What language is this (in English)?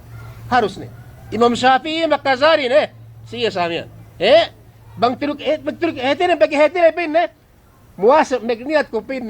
Yakan